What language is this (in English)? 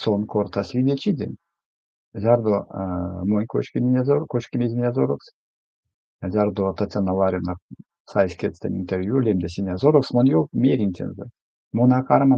Erzya